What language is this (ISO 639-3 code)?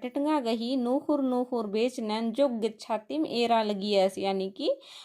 kru